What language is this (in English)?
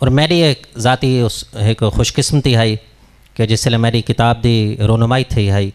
Saraiki